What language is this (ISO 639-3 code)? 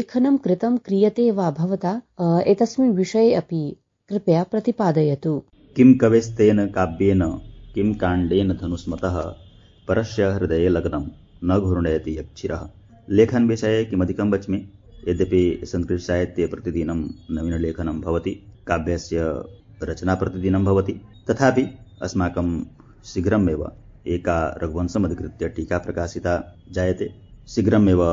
san